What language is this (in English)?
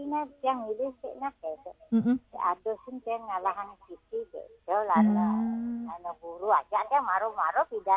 Balinese